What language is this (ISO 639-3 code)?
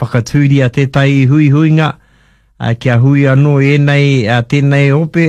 mri